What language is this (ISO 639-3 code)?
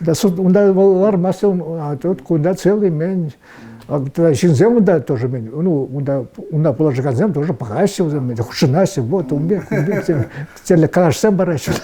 chv